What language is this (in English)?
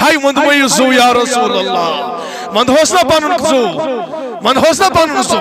Kashmiri